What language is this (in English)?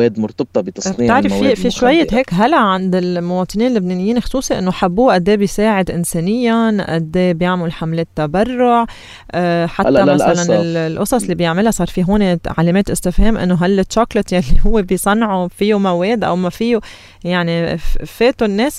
North Levantine Arabic